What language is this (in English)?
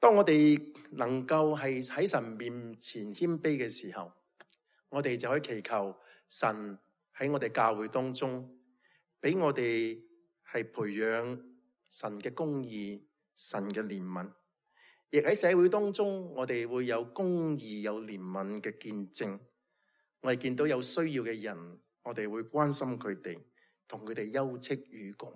Cantonese